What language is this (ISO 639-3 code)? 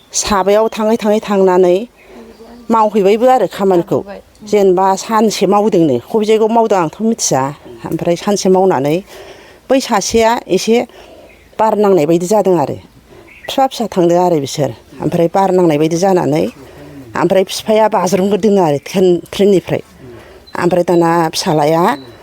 brx